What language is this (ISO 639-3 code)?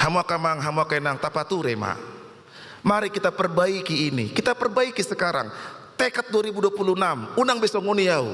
bbc